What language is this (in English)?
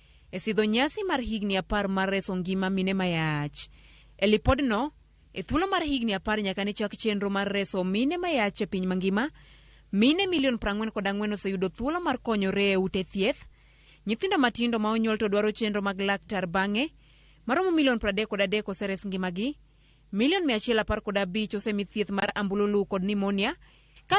Luo (Kenya and Tanzania)